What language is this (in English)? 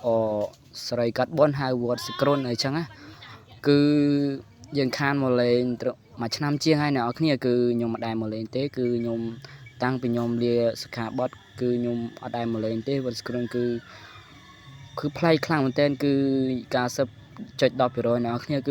Khmer